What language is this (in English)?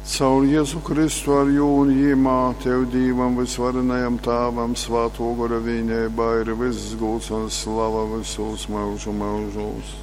Latgalian